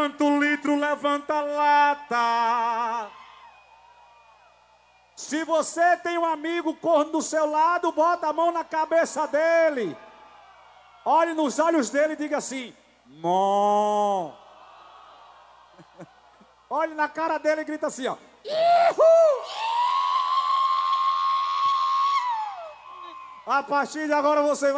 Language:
Portuguese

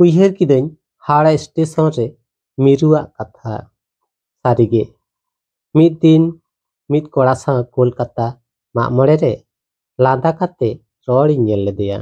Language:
Santali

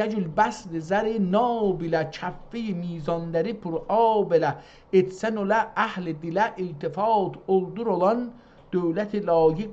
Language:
South Azerbaijani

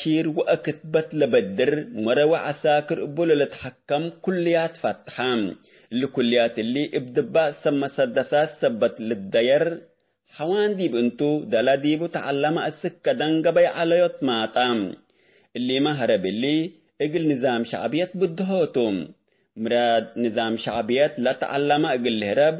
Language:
Tigre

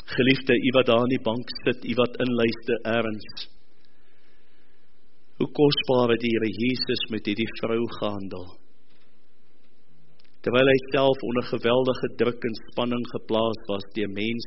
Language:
Afrikaans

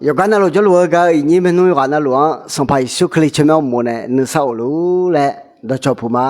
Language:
Akha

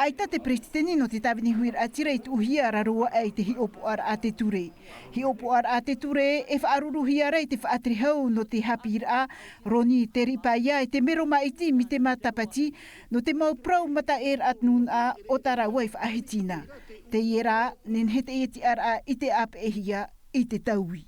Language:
Tahitian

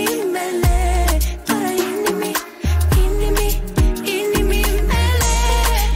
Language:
Romanian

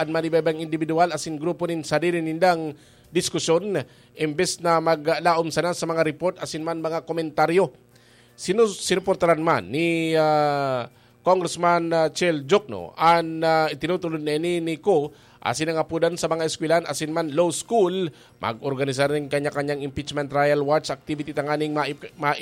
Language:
Bikol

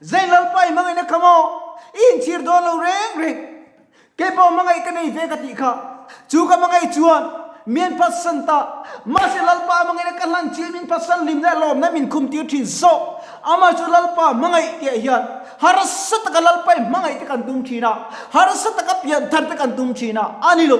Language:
Mizo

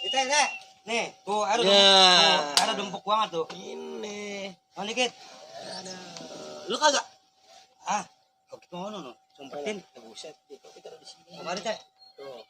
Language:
Betawi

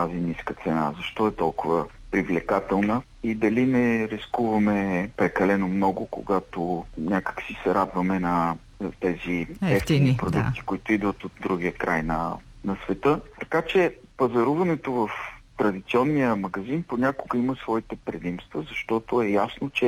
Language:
Bulgarian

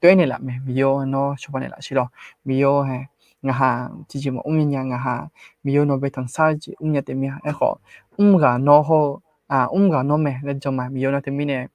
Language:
Akha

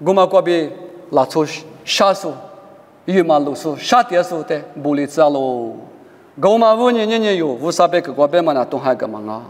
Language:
Lisu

